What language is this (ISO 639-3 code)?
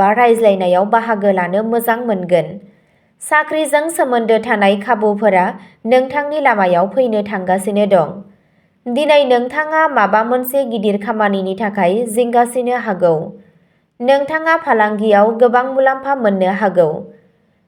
brx